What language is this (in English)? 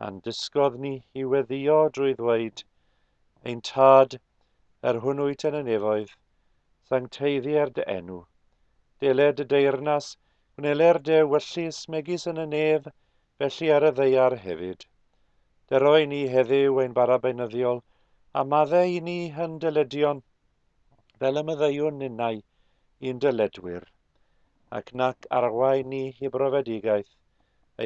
Welsh